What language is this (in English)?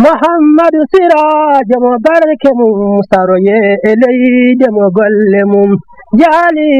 Fula